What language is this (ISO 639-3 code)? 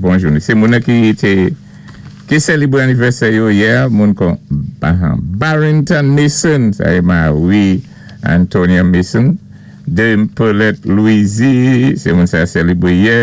acf